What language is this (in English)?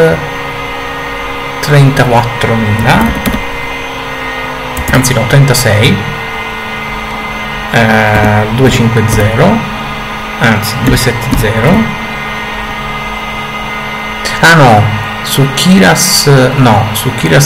Italian